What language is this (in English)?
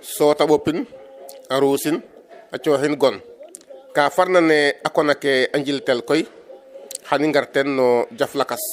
Serer